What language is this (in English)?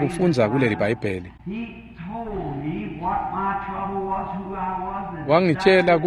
Swati